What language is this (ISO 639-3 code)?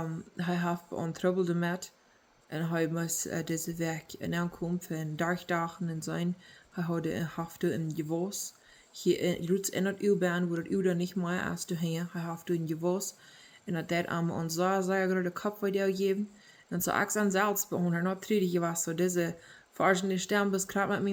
pdt